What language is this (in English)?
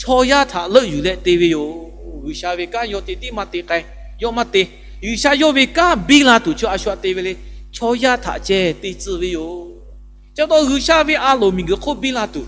Lahu